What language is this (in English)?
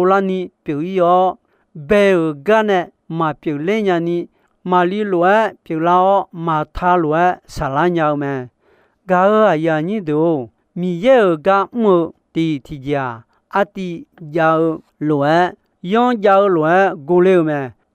Akha